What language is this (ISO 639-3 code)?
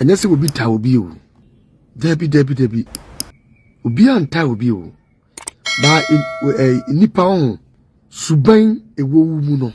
aka